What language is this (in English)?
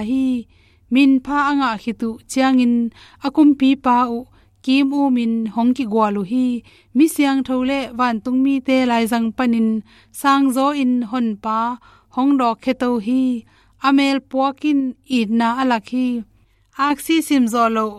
Tedim Chin